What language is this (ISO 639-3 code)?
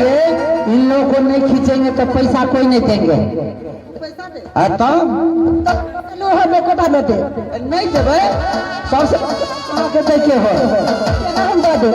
mai